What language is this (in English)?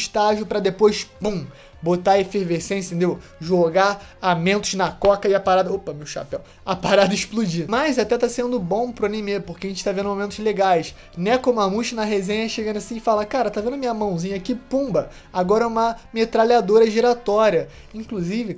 Portuguese